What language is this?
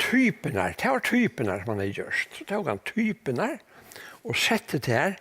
Faroese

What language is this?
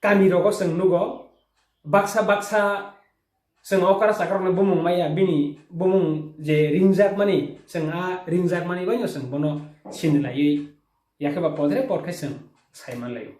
Kok Borok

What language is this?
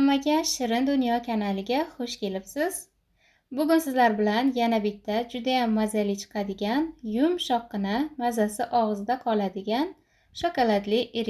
Uzbek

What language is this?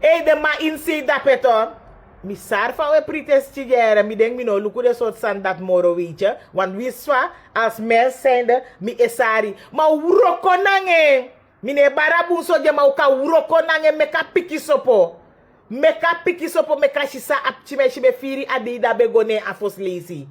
Sranan Tongo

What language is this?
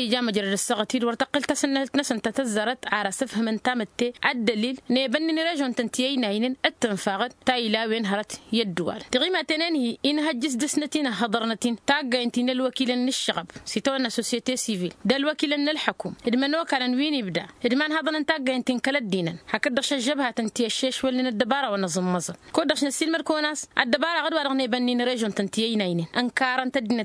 Tamasheq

